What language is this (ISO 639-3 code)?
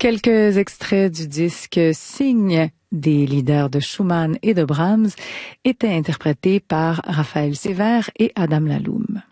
fra